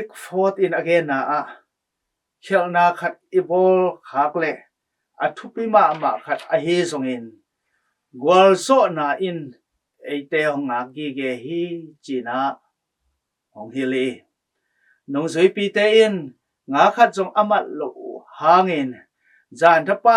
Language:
Tedim Chin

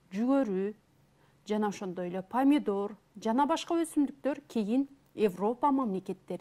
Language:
Kyrgyz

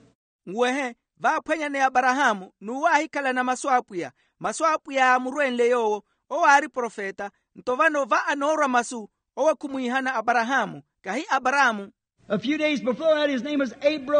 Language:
Makhuwa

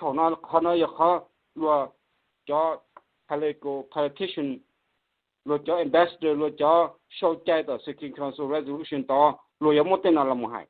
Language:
Hmong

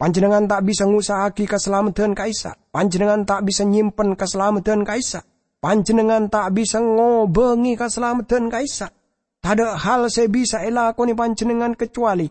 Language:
Madurese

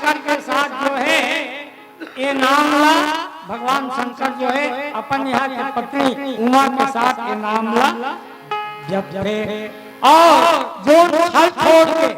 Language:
Chhattisgarhi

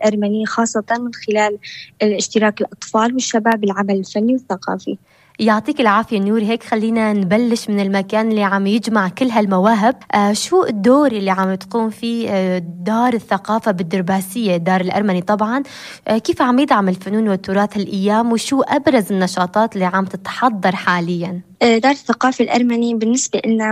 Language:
North Levantine Arabic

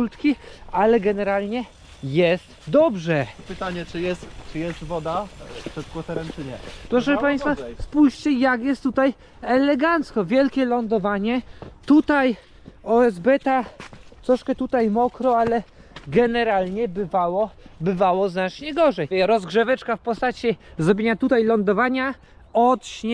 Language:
Polish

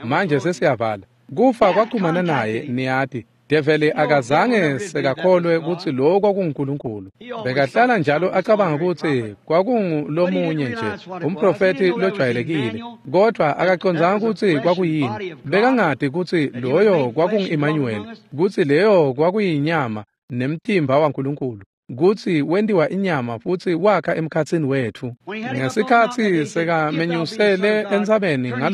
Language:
Swati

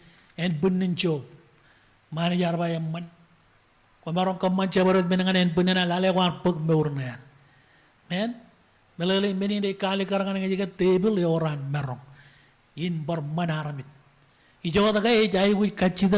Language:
Marshallese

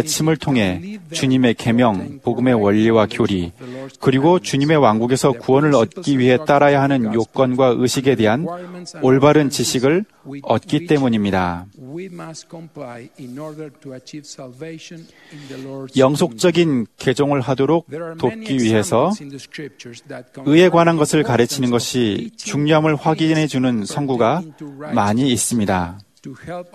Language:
Korean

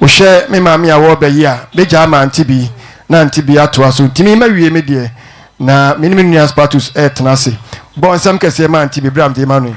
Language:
Akan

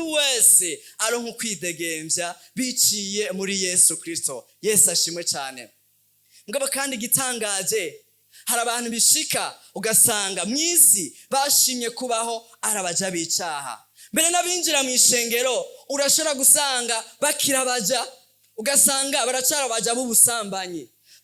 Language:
Rundi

